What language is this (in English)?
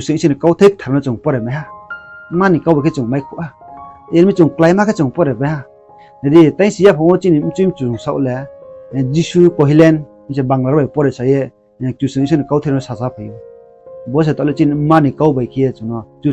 Riang (India)